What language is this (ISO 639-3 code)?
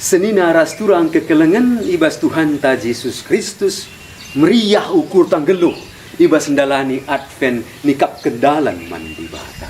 btx